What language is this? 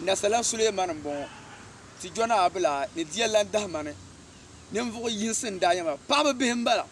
Dagbani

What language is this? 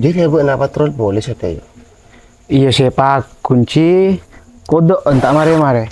Madurese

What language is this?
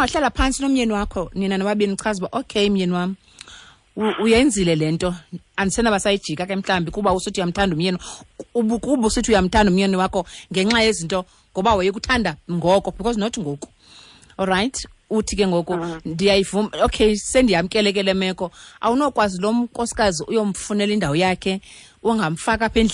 Xhosa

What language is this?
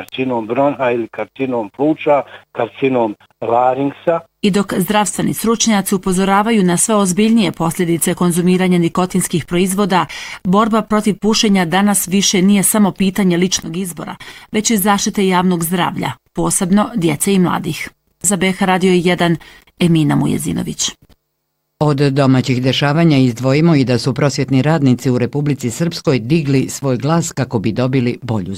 Bosnian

